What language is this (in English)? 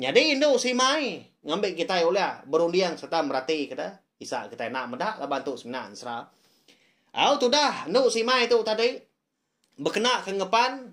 Iban